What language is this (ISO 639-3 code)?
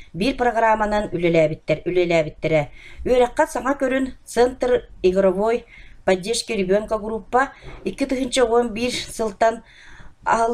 sah